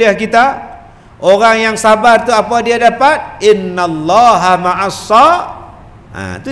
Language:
Malay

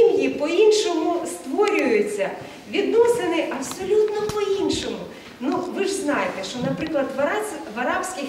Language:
Ukrainian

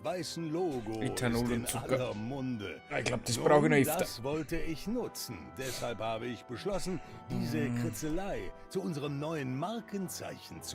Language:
Bavarian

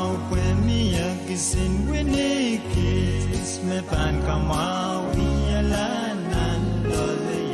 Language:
Pohnpeian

